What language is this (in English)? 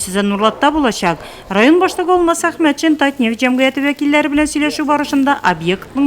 Tatar